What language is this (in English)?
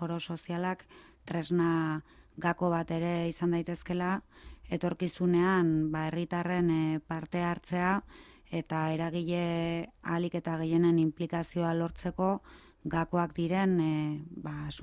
Basque